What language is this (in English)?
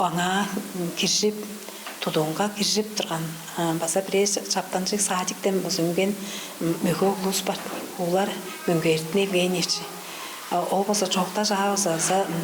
Tuvinian